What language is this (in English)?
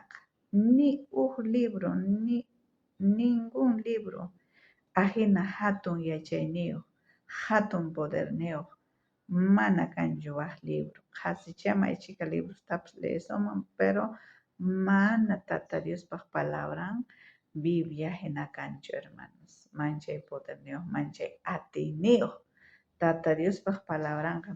South Bolivian Quechua